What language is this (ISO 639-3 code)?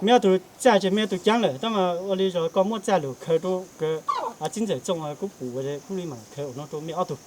hmn